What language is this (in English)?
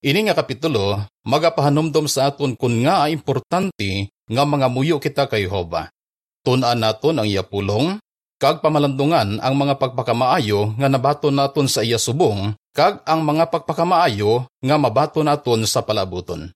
Hiligaynon